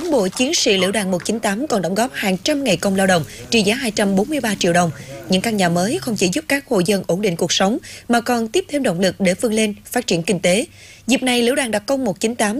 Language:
Vietnamese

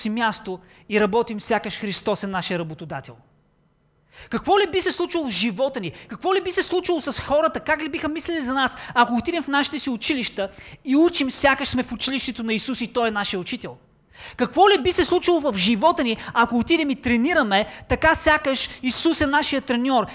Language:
Bulgarian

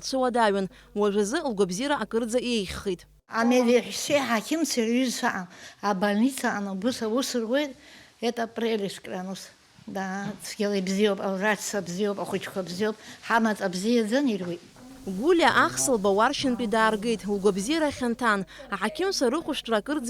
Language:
Abkhazian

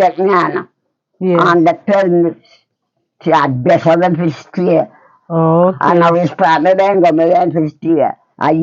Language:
Jamaican Creole English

